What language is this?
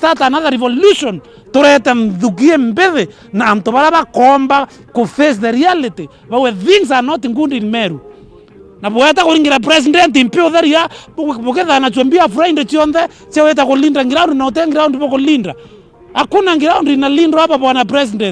Meru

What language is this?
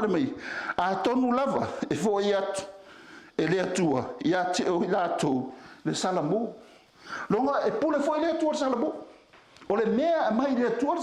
Samoan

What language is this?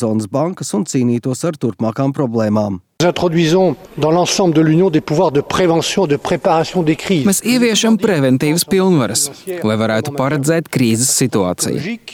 Latvian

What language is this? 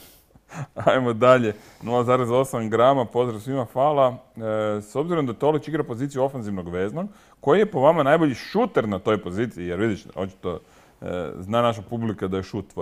Croatian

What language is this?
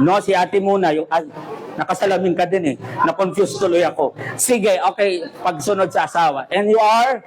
Maranao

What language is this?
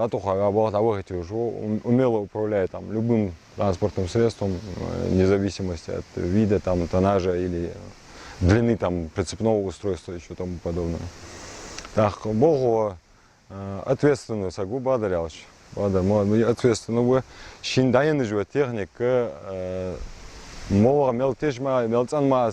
Ingush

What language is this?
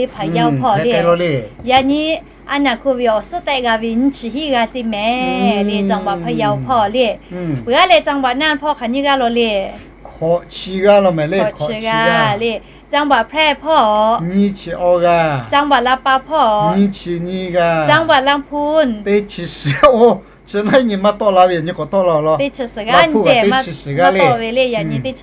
Lahu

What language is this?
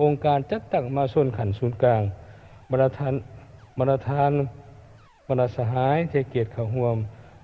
Lao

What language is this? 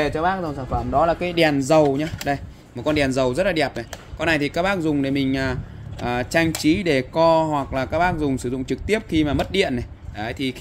Vietnamese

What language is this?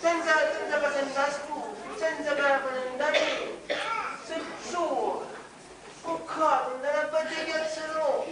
Sicilian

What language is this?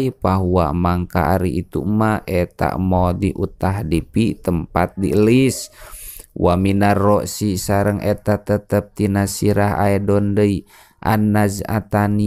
Sundanese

